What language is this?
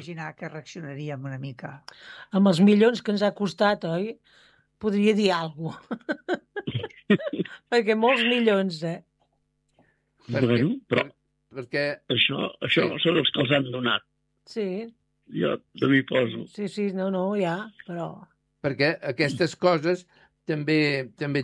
Catalan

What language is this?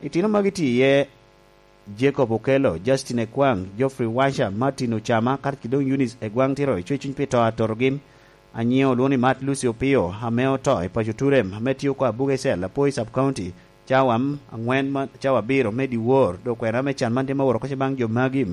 Lango (Uganda)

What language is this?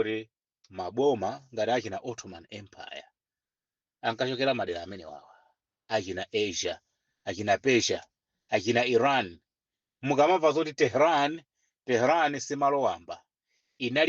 Nyanja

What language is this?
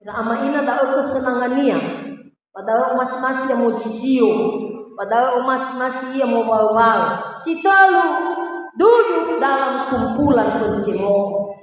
Nias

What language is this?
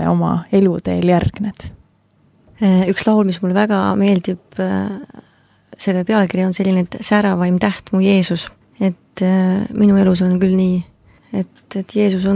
Estonian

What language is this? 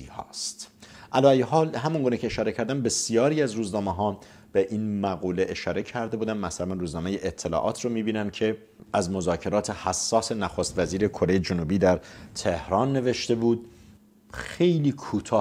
Persian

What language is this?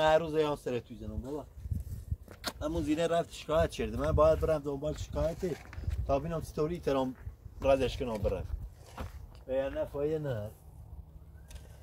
Persian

